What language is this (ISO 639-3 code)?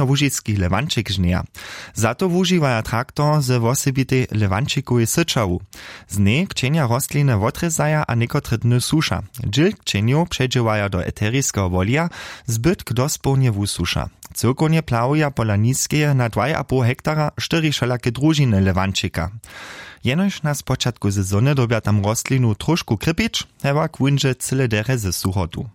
hsb